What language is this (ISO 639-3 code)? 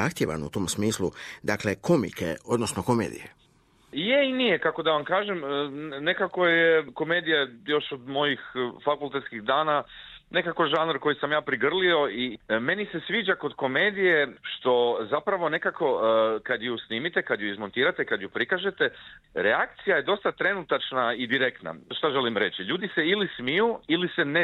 hrv